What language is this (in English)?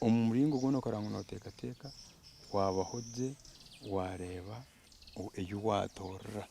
Nyankole